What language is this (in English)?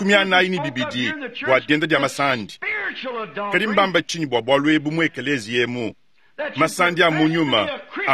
Luba-Lulua